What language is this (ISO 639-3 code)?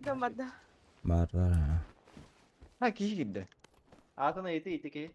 sah